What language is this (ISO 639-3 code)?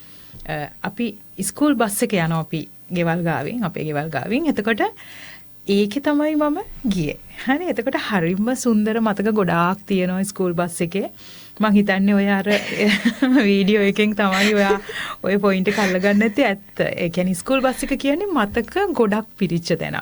sin